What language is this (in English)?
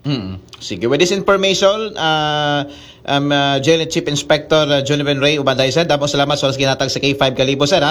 Aklanon